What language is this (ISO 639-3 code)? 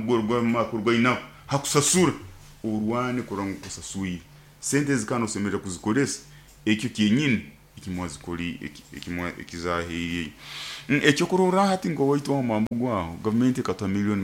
nyo